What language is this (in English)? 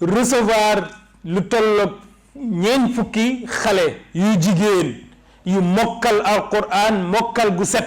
Wolof